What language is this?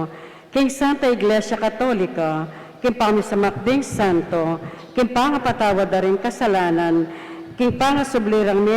Pampanga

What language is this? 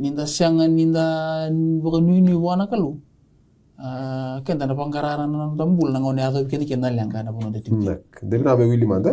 Fijian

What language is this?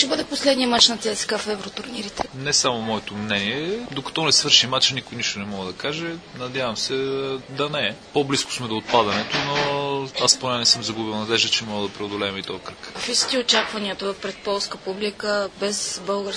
Bulgarian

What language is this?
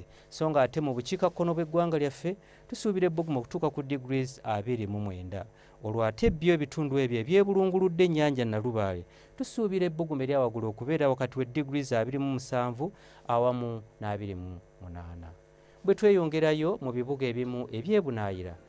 Ganda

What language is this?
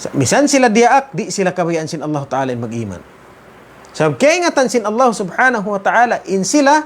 Tausug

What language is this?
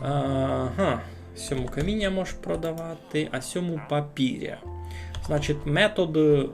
Rusyn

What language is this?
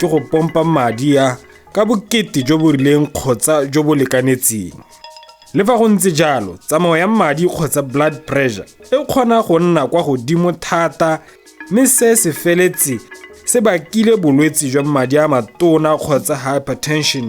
Tswana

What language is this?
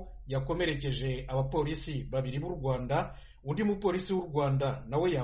Kinyarwanda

